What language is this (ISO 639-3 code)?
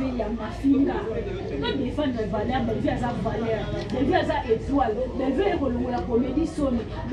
lin